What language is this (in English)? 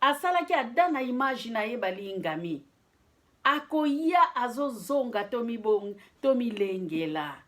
Lingala